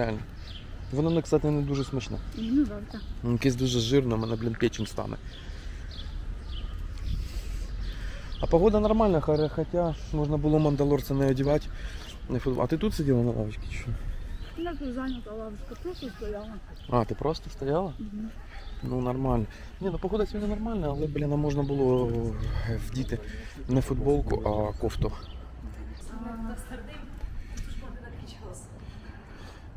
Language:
Ukrainian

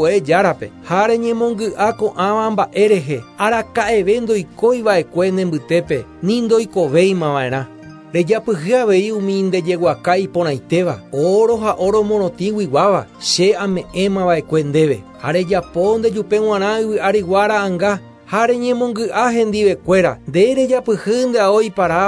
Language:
Guarani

